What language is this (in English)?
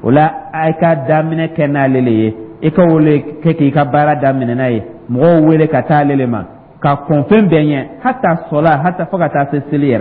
Dyula